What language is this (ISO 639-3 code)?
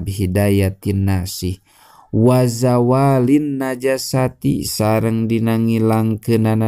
sun